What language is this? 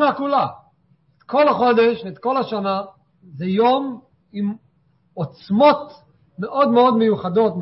Hebrew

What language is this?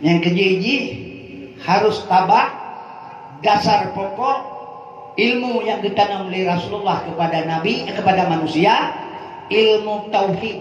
Achinese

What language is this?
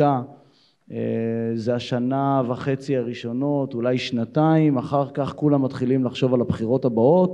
Hebrew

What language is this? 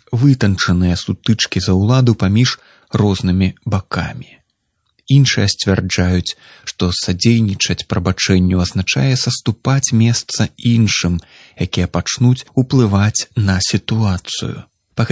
Belarusian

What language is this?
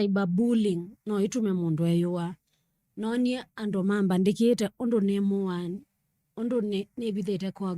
Kamba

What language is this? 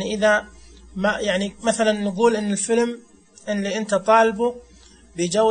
Najdi Arabic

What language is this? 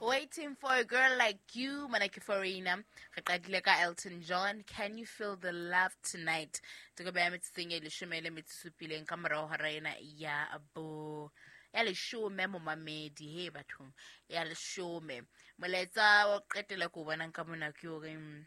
Southern Sotho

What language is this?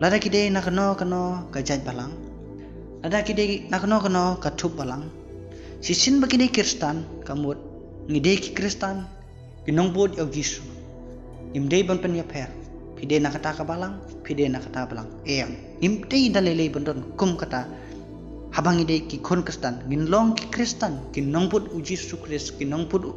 Khasi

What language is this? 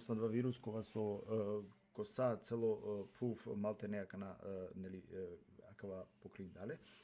Balkan Romani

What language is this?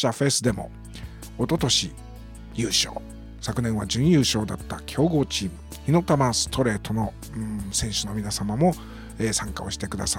Japanese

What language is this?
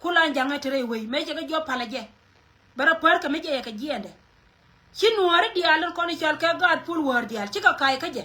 Nuer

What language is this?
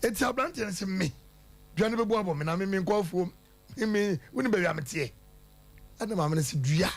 Akan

